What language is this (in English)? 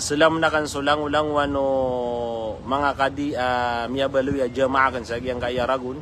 Maranao